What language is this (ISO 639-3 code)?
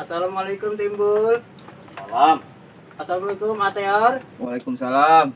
bew